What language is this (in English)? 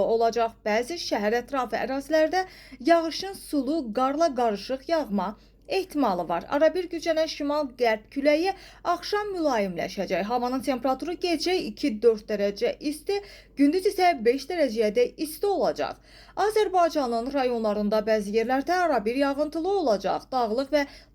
Azerbaijani